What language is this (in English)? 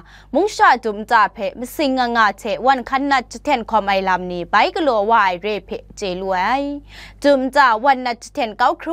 Kachin